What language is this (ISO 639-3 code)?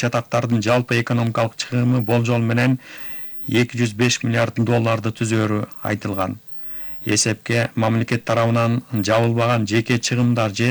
kir